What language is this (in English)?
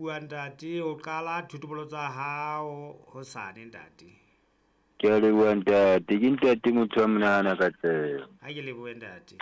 Southern Sotho